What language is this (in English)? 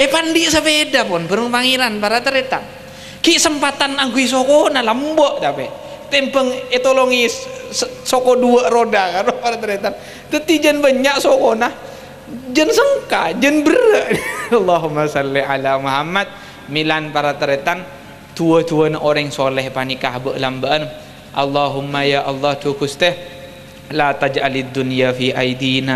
Madurese